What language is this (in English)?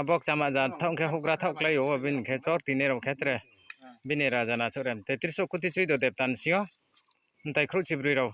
Riang (India)